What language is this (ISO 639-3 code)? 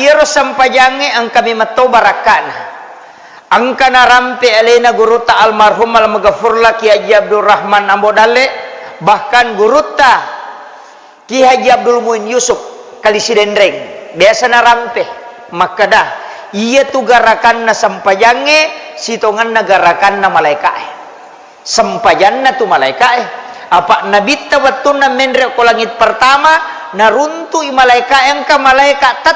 bug